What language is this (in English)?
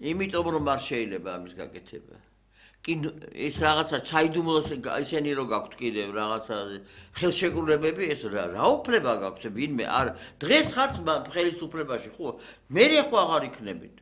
Georgian